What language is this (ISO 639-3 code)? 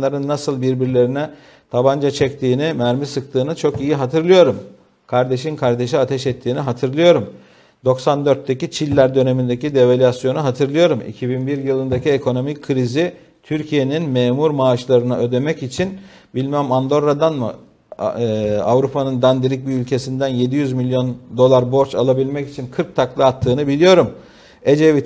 tur